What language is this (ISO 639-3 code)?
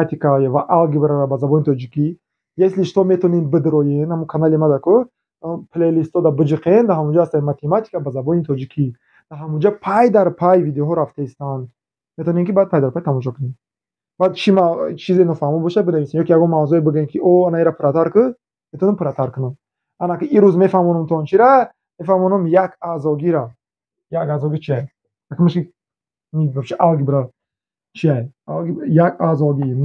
tgk